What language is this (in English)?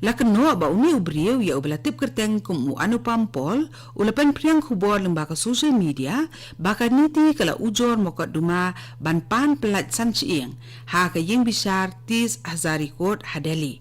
Khasi